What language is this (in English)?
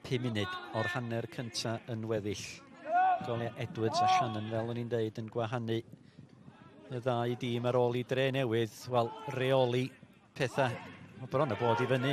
Welsh